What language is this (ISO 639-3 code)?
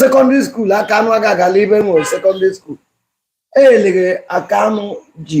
ibo